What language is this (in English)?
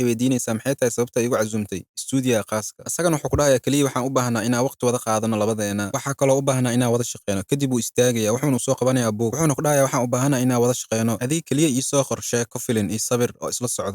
Somali